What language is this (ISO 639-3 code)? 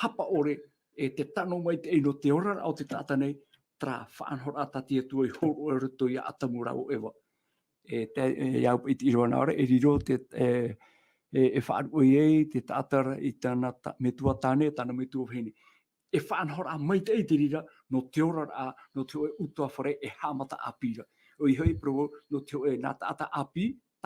tah